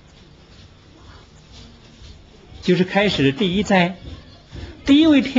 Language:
Chinese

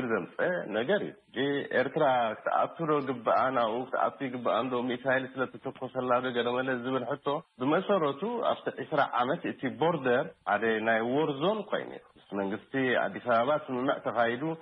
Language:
Tigrinya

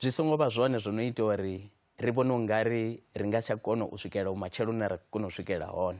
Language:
Venda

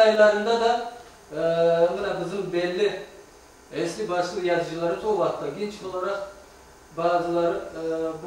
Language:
Crimean Tatar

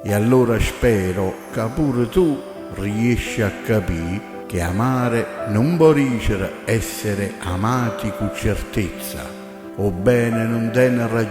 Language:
Neapolitan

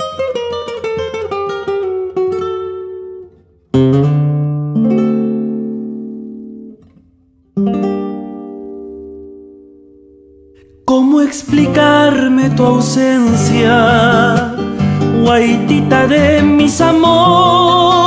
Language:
Spanish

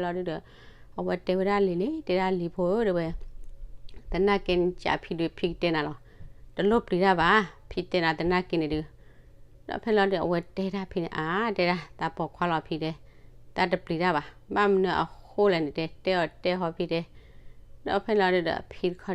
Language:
S'gaw Karen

